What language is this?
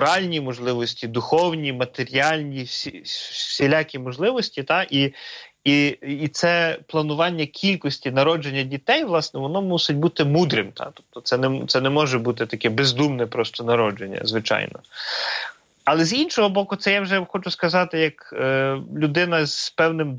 Ukrainian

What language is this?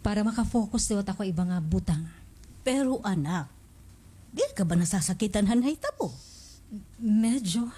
Waray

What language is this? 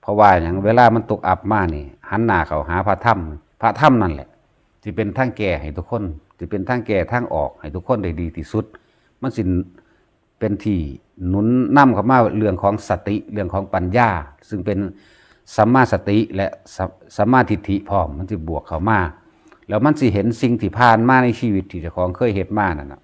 Northeastern Thai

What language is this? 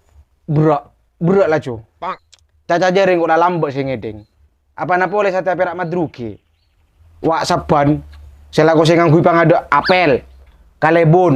Madurese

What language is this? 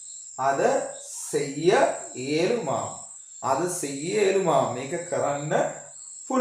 Sinhala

